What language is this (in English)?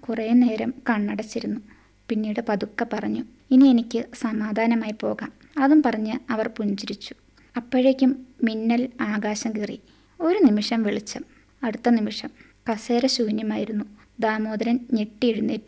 Malayalam